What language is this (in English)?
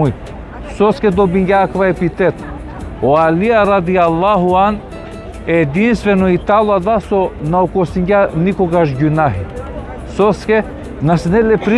Balkan Romani